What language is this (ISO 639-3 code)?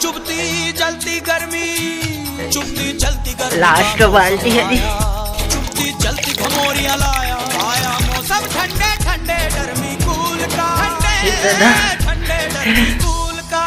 hne